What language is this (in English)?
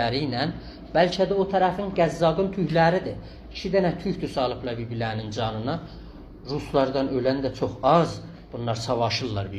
South Azerbaijani